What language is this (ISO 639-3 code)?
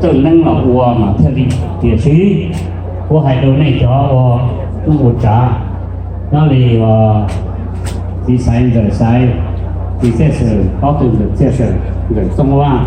hmn